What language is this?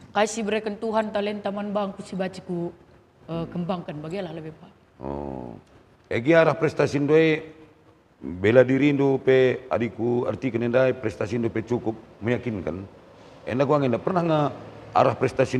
Batak Karo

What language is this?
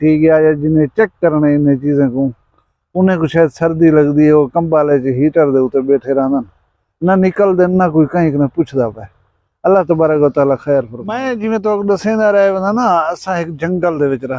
Saraiki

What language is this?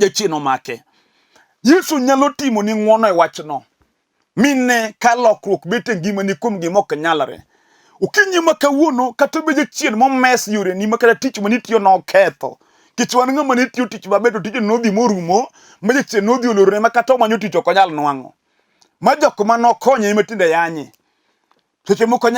Luo (Kenya and Tanzania)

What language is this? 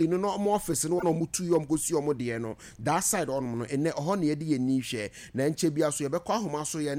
Akan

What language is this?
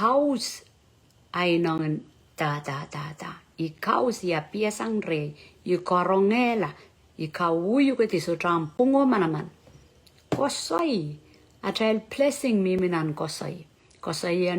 Pohnpeian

